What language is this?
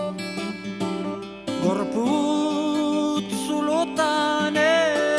Basque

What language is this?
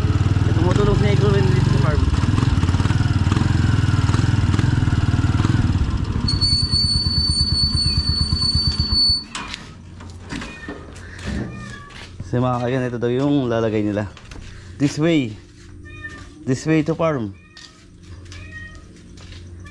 Filipino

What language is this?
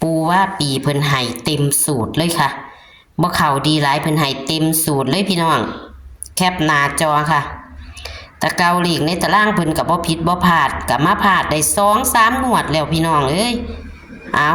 Northeastern Thai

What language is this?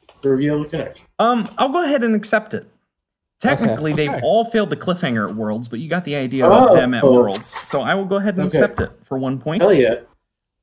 English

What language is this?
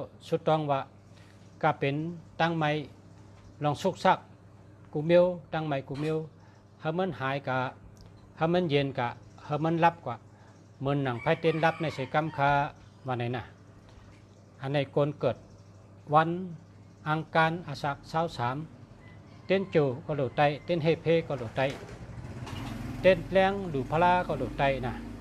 Shan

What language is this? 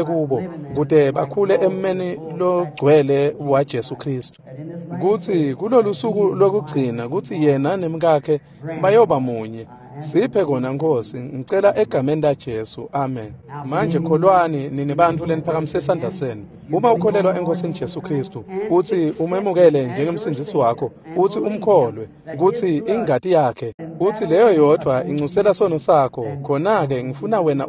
Swati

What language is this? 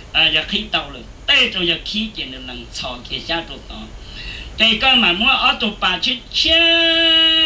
Hmong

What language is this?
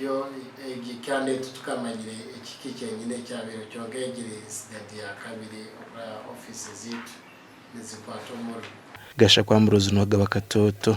Nyankole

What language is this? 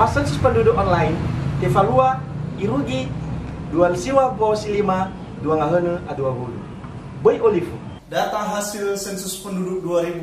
Nias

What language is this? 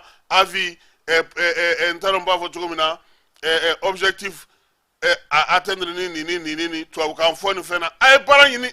Bambara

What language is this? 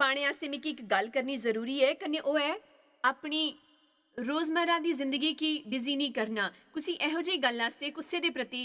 Dogri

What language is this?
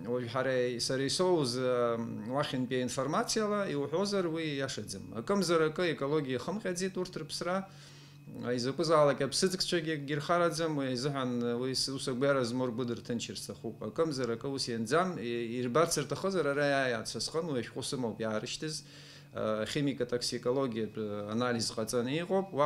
Abkhazian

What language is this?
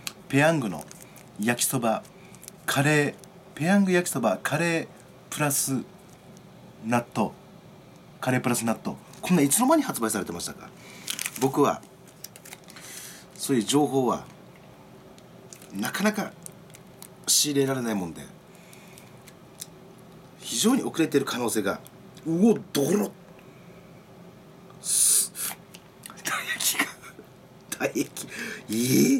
Japanese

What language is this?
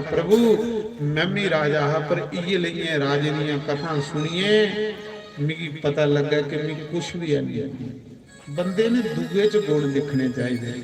Dogri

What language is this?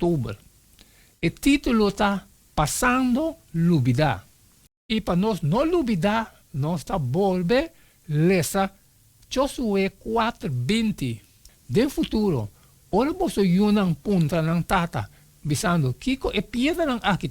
Papiamento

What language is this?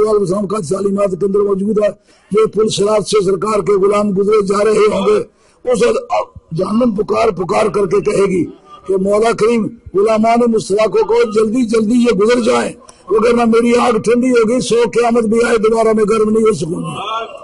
Urdu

